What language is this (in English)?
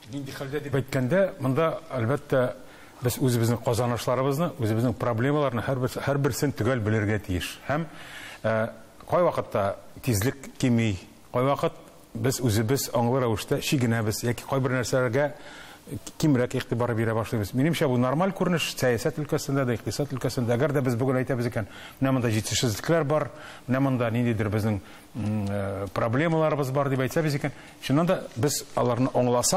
Tatar